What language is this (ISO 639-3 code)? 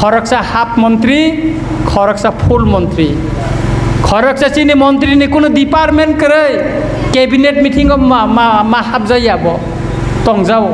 trp